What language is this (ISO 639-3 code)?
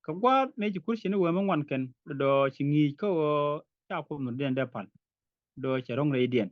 nus